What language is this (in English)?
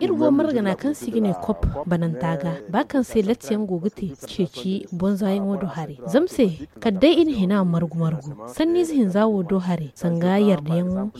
Zarma